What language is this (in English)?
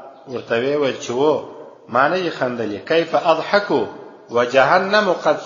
Pashto